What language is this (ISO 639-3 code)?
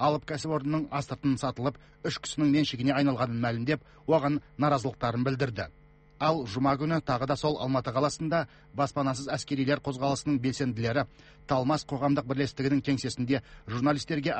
kaz